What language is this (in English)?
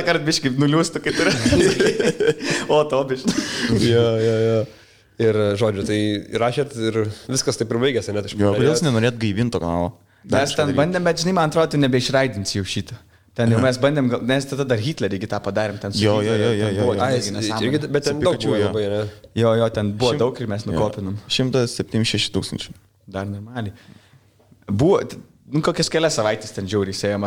Lithuanian